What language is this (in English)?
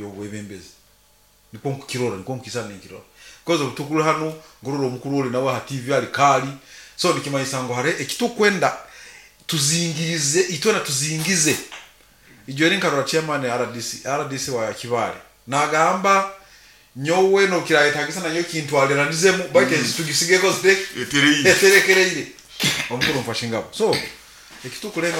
Nyoro